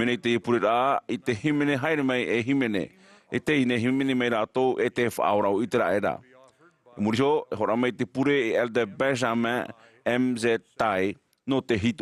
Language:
Tahitian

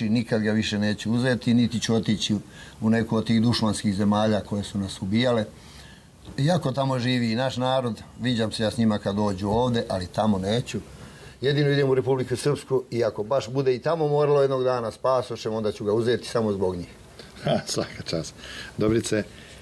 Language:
Serbian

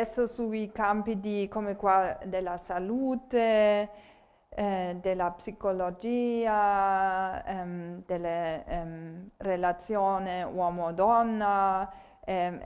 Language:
Italian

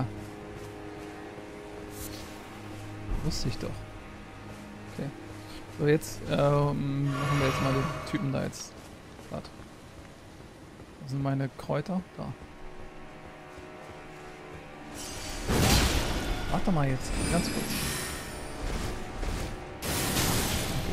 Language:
German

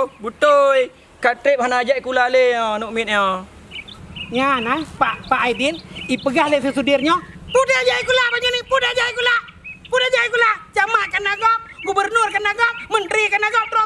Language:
Achinese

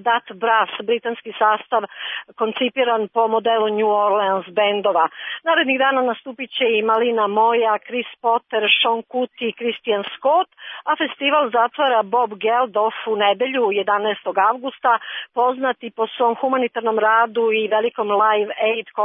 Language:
Serbian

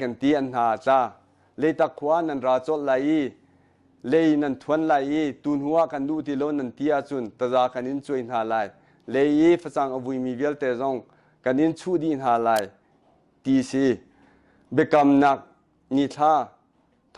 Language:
Hakha Chin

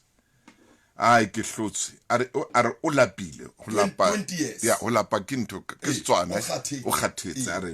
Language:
Southern Sotho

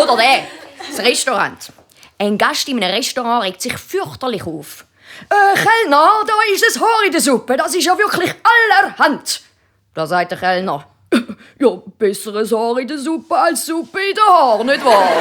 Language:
Swiss German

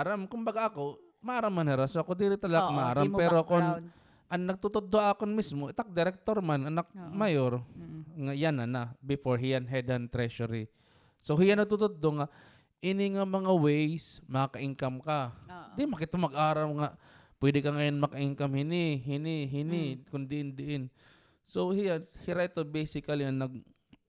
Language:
Waray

